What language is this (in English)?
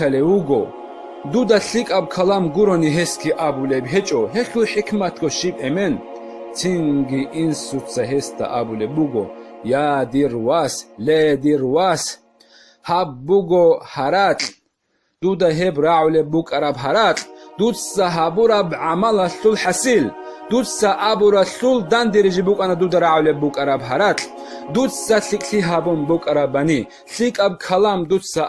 Avaric